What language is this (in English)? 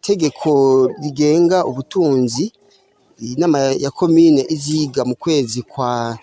Rundi